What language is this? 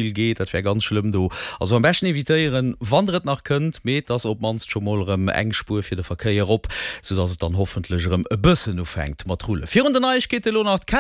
Luxembourgish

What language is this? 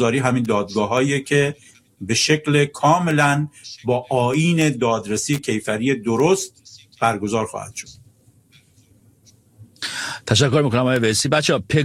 Persian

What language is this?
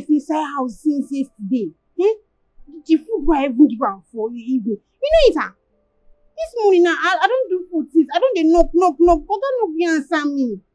Nigerian Pidgin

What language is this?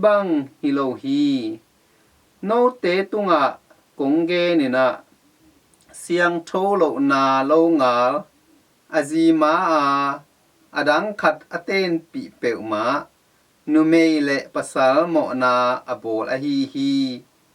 Tedim Chin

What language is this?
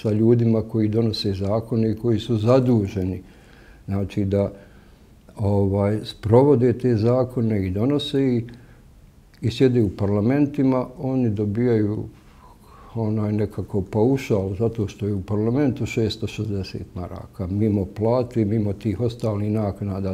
Bosnian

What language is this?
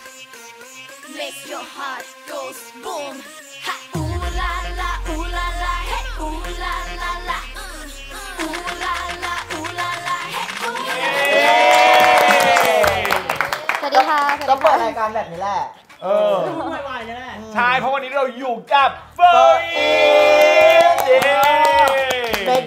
Thai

